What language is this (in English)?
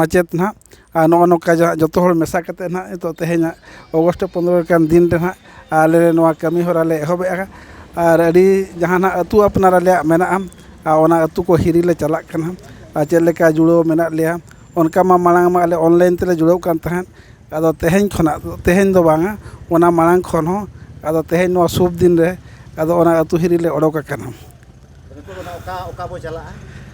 Santali